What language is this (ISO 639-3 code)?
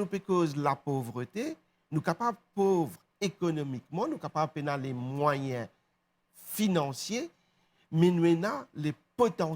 mfe